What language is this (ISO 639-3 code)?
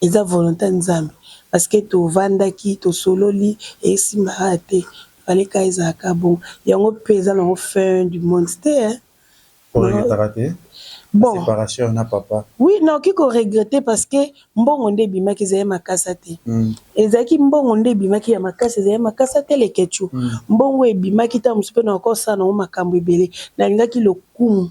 lin